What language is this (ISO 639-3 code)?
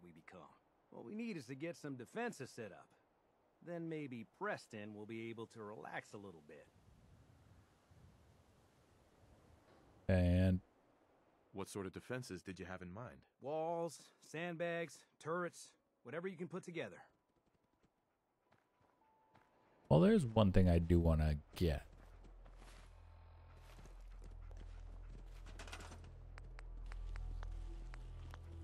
eng